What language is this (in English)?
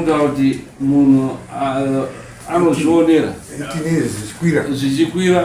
Shona